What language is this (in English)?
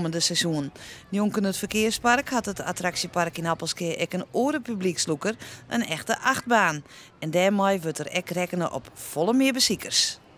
Western Frisian